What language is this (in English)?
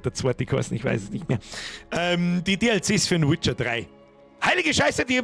Bavarian